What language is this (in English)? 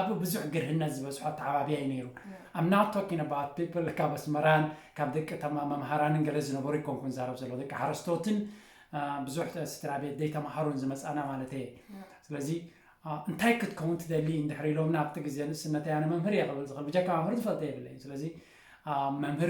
Tigrinya